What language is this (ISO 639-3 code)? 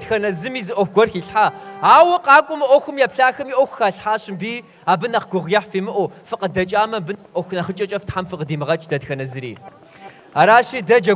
kbd